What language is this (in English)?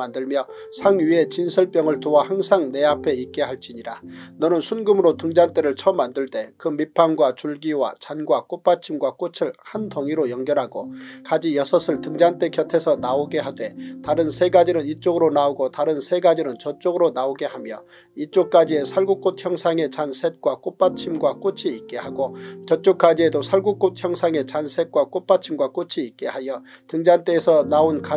Korean